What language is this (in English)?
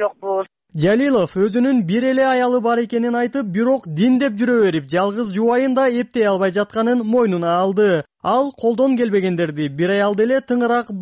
Kyrgyz